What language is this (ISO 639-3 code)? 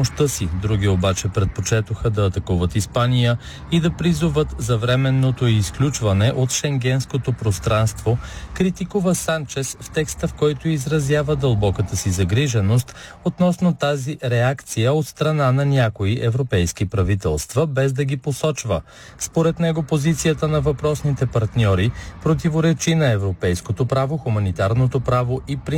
bul